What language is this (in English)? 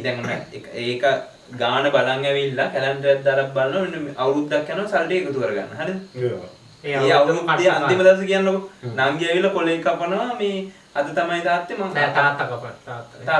Sinhala